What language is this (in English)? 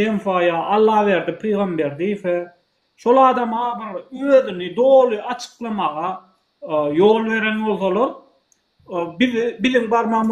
Turkmen